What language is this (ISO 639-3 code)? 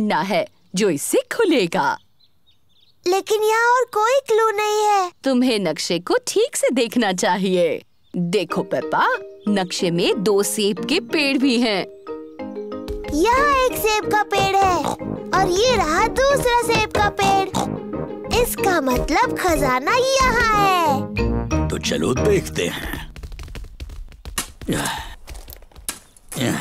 hin